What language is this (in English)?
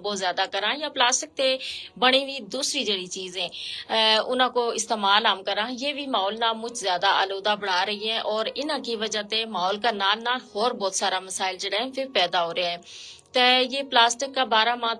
Gujari